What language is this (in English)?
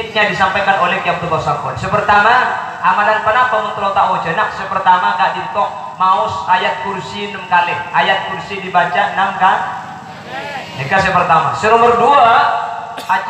Madurese